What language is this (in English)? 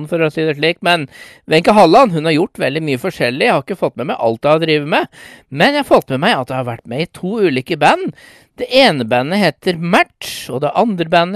Norwegian